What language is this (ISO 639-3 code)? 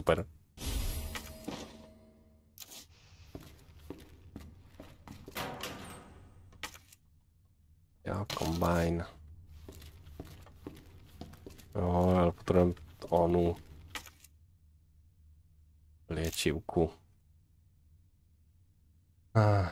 slk